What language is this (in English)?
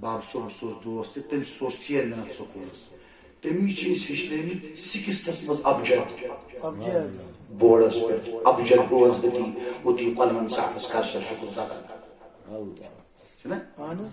Kashmiri